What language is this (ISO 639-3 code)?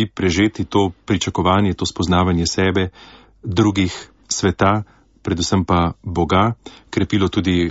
slv